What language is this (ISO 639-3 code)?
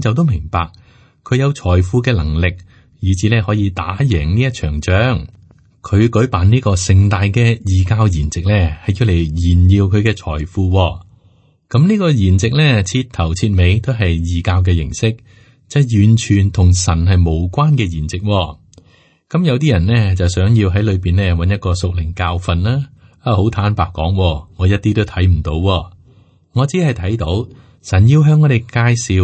yue